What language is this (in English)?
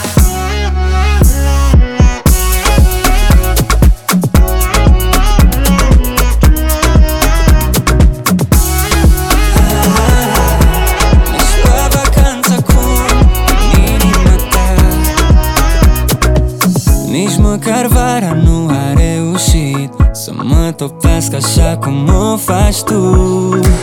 Romanian